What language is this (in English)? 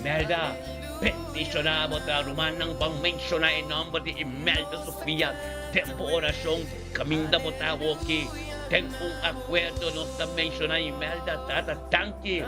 Papiamento